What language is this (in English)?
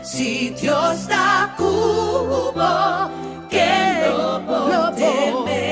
Papiamento